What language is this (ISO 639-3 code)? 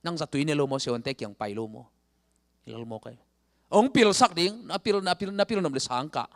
ctd